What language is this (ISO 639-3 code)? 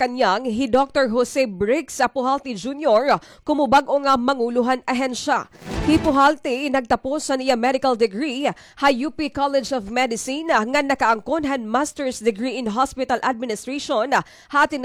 war